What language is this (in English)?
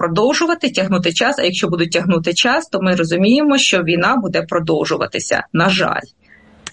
Ukrainian